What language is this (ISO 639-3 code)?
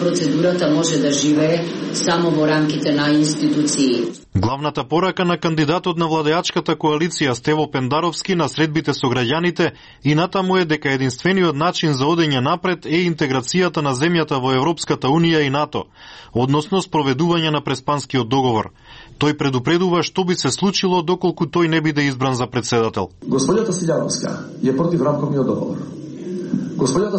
mkd